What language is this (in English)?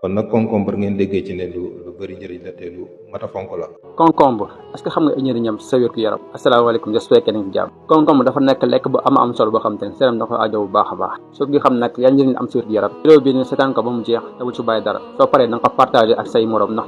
Wolof